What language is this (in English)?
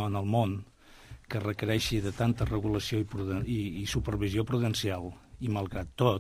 Catalan